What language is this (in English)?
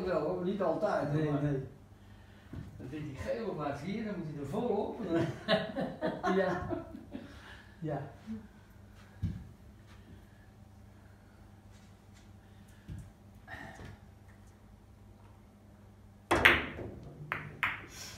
Dutch